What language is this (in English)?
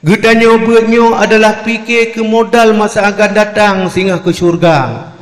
Achinese